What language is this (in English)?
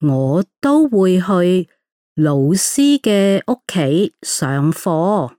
Cantonese